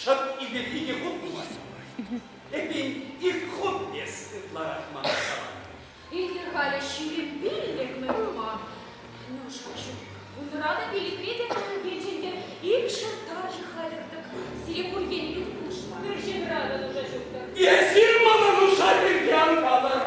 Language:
Chuvash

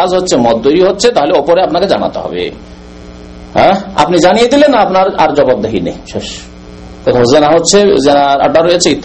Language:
Bangla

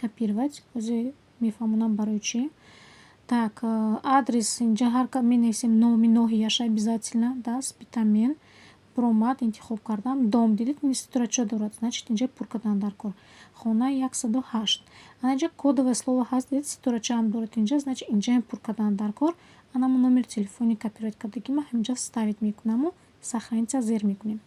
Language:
Tajik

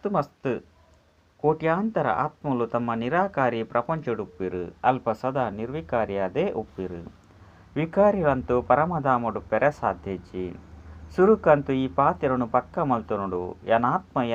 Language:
Tulu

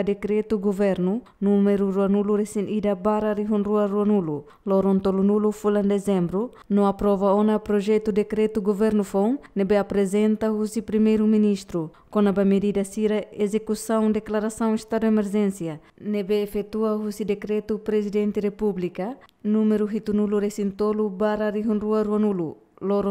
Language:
Tetum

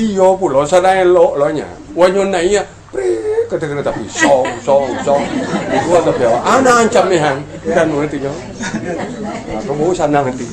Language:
Minangkabau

